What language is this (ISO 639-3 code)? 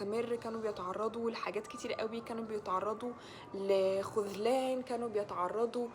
arz